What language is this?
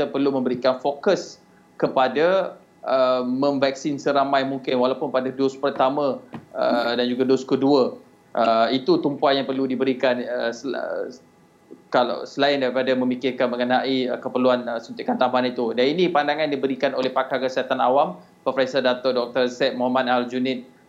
Malay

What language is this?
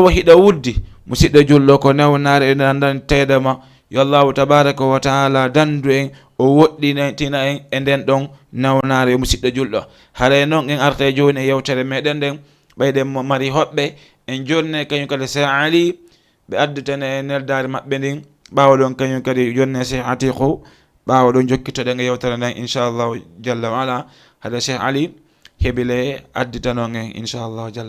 Fula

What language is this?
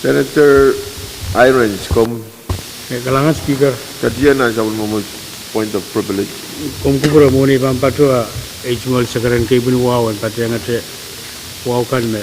Pohnpeian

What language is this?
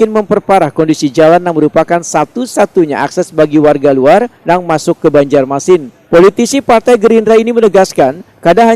Banjar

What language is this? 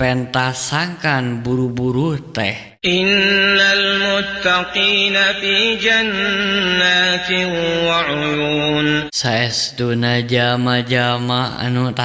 Sundanese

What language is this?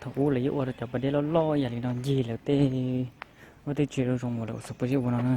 Hmong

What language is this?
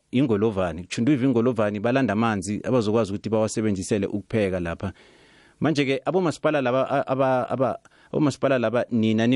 South Ndebele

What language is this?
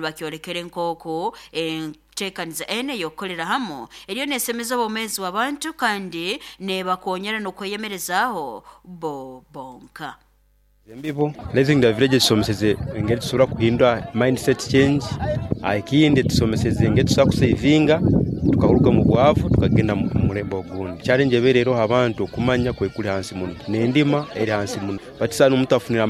Nyoro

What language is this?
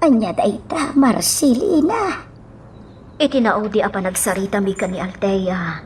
Iloko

